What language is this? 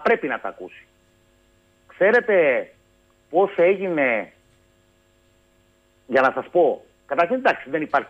Greek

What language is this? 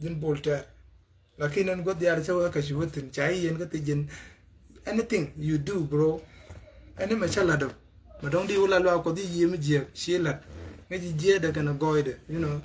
Nuer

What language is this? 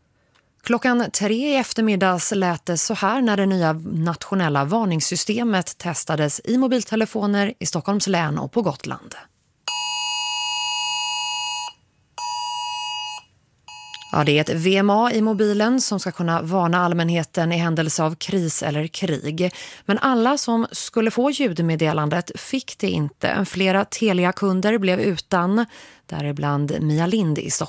Swedish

